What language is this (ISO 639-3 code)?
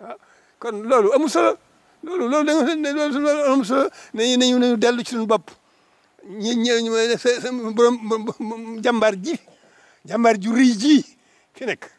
wol